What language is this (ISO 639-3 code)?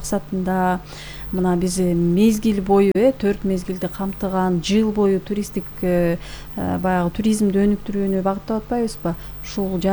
kir